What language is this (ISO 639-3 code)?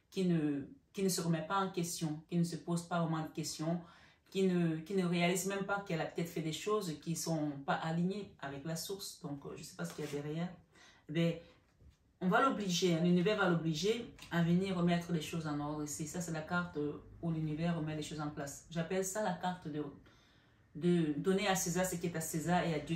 fra